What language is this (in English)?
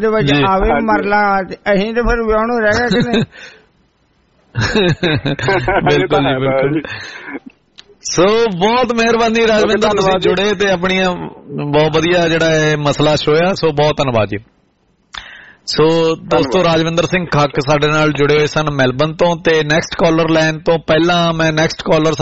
Punjabi